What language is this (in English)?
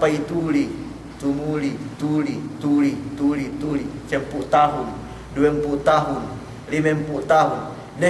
Yakan